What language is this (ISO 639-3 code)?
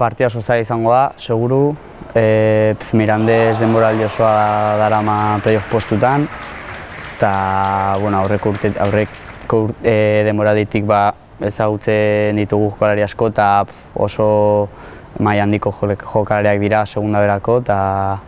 eus